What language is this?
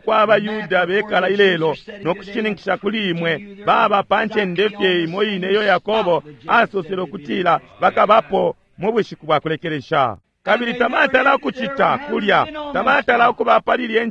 Bemba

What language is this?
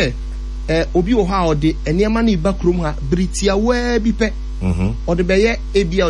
Akan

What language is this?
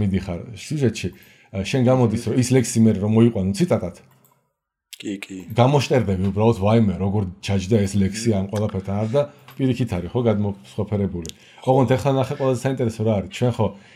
Georgian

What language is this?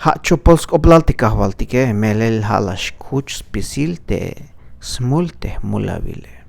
Tzeltal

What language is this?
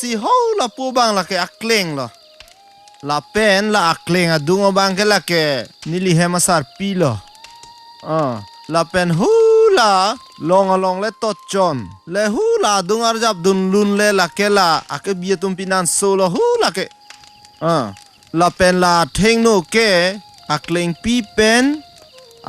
Karbi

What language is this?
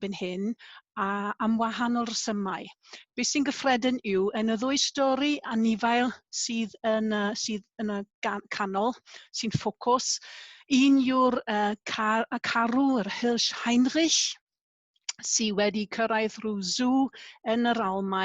Welsh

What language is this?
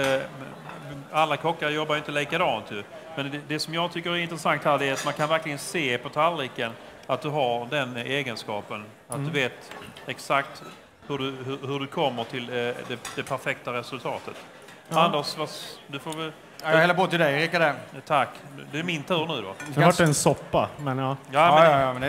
Swedish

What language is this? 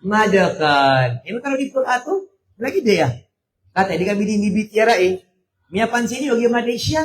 Maranao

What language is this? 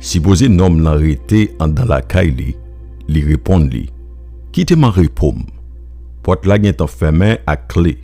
Haitian Creole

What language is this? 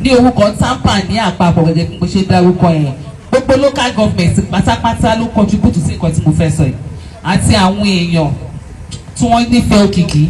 Yoruba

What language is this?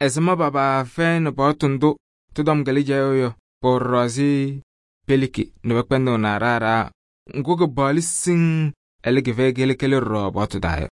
Kabiyè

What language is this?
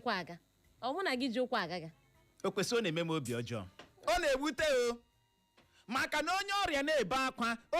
Igbo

